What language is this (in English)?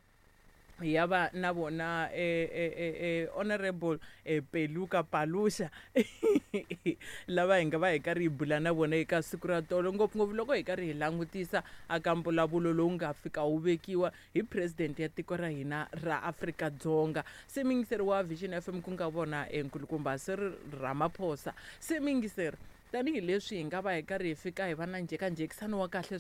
Tsonga